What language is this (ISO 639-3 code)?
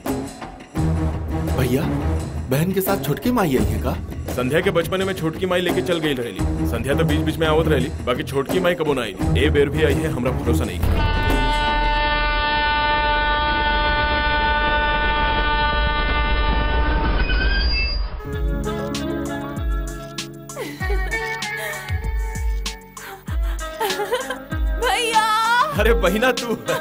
bho